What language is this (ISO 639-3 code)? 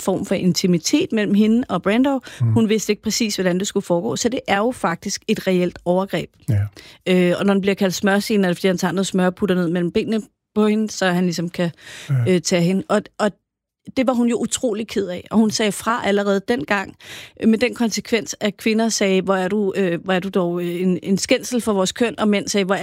dan